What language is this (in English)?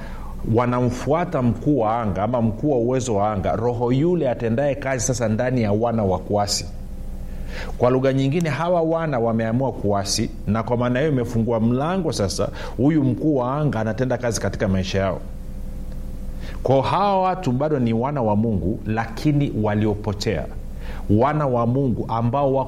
Swahili